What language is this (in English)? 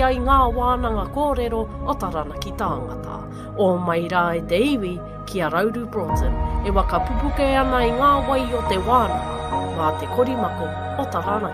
Māori